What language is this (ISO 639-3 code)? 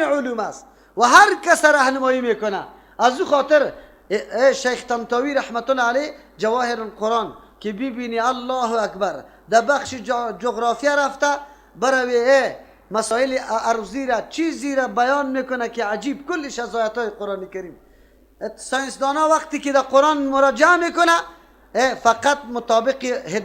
fas